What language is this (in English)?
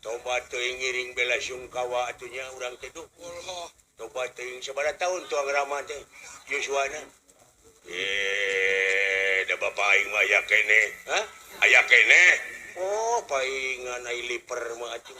Sundanese